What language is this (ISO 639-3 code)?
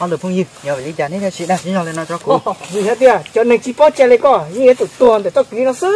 hmn